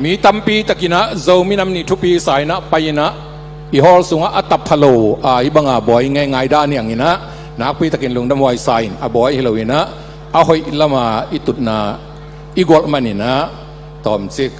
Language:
Tedim Chin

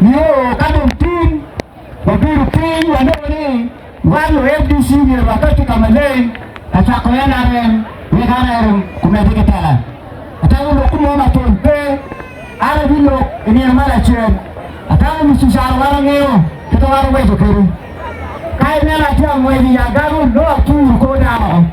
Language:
Acoli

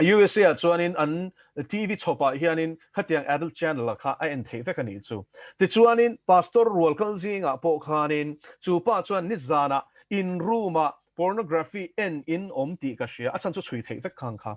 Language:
Mizo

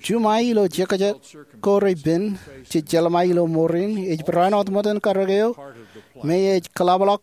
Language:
Marshallese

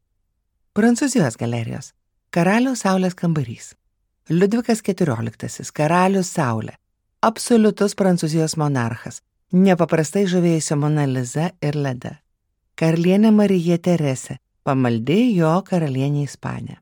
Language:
Lithuanian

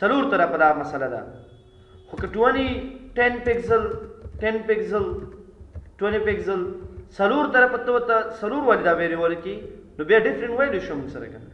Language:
Pashto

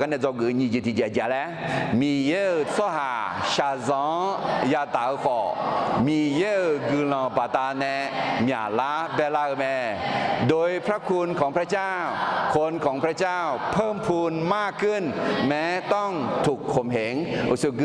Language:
Akha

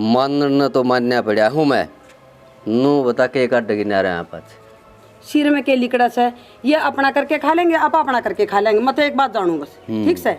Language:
Haryanvi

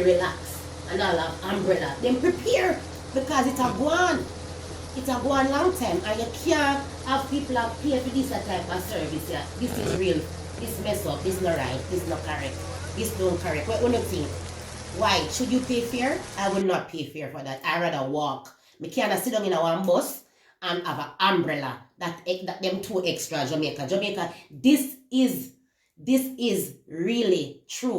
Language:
Jamaican Creole English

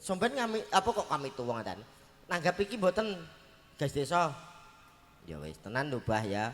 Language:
Javanese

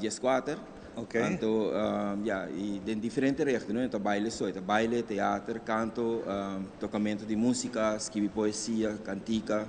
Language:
Papiamento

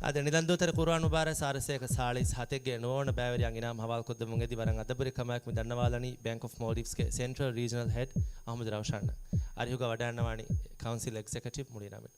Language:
Divehi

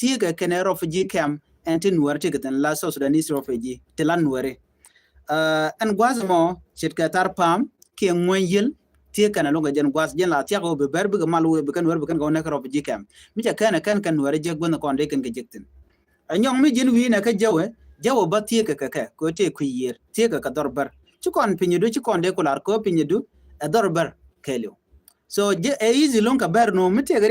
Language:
Nuer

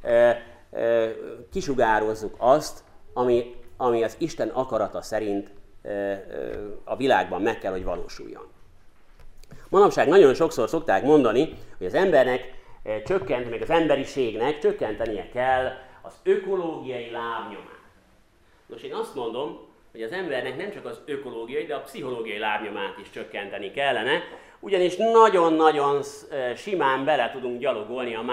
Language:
Hungarian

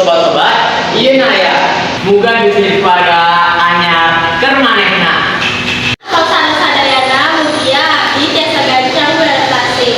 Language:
Sundanese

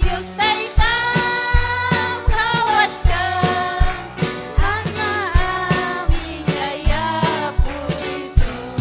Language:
Ayacucho Quechua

